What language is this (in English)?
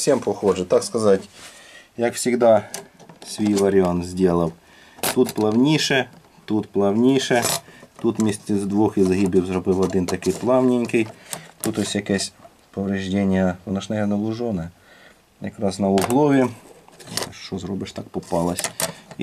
Ukrainian